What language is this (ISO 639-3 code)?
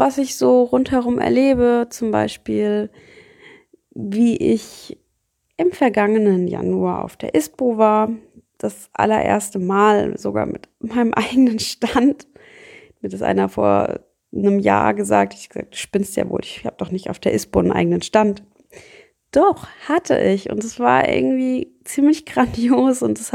deu